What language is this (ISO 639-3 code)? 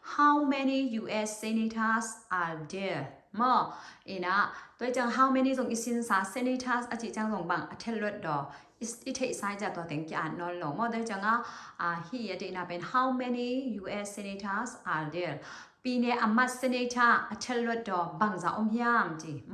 ctd